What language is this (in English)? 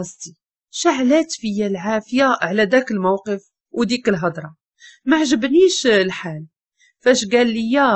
Moroccan Arabic